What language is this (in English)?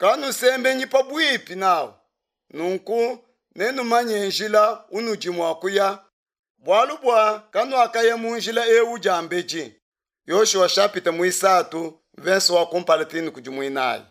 Luba-Lulua